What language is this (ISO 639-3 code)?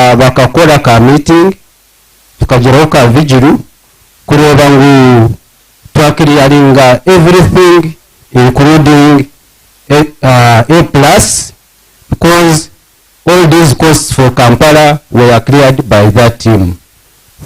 nyn